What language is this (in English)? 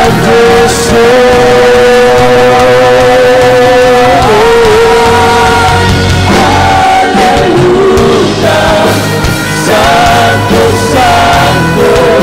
Spanish